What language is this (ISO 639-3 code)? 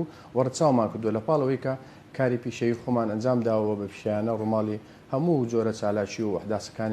ckb